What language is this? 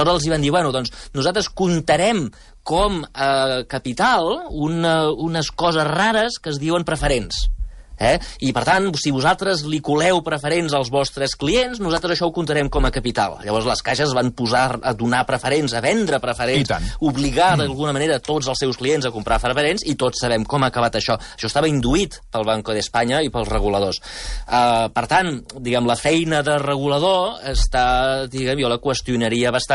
Catalan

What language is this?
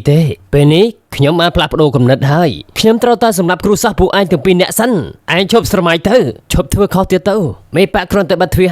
Khmer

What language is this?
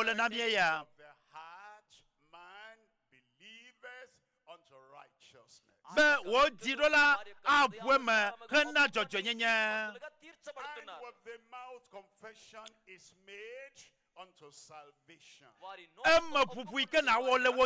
Ewe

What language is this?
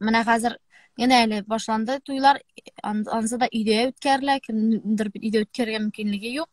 Tatar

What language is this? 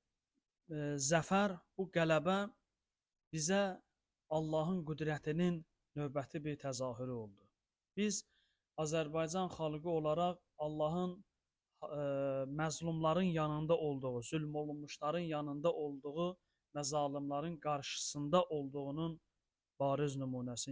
Azerbaijani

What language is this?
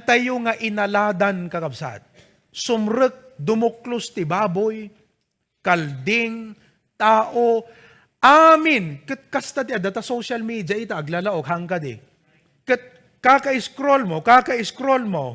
Iloko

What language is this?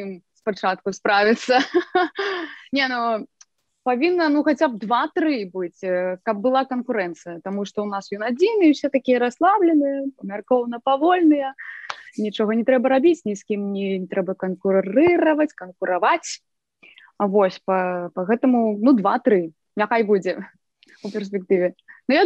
Belarusian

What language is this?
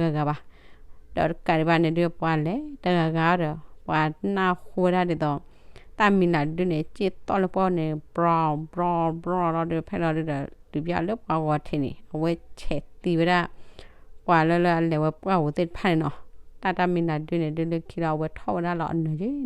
S'gaw Karen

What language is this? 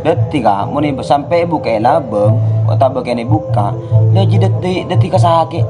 Madurese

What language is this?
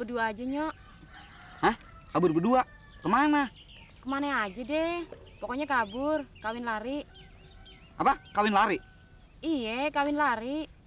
Betawi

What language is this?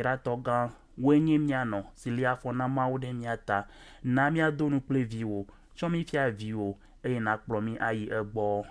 Ewe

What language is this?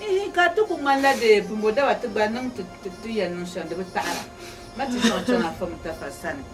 Dagbani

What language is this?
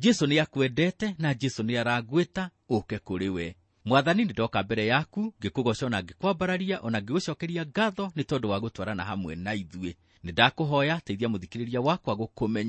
Kikuyu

